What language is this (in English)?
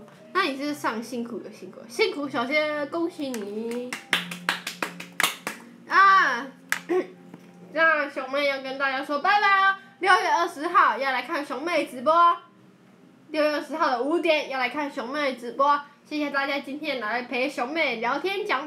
Chinese